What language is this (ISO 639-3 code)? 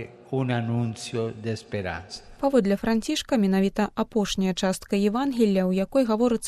bel